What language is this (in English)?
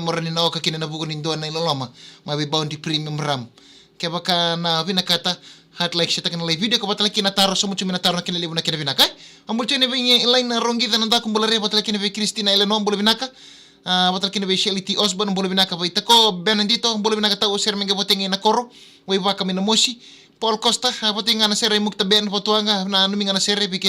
Fijian